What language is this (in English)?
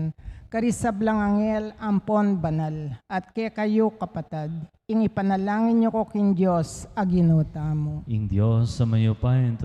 Pampanga